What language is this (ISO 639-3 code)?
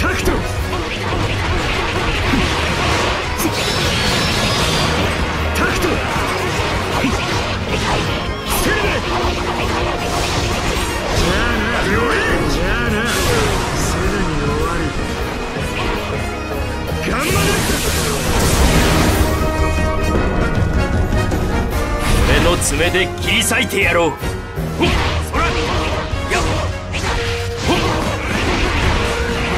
jpn